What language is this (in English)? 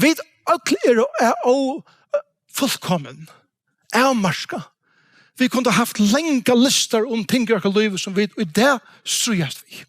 Faroese